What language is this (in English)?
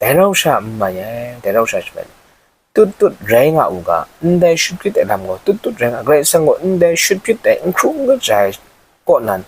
Kachin